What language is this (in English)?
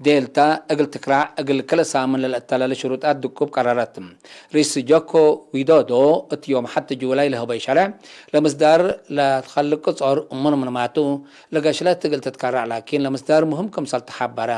Tigre